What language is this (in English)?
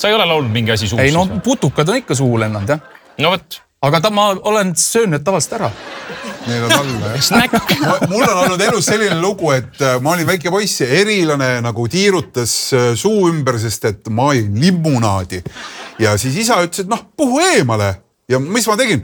Estonian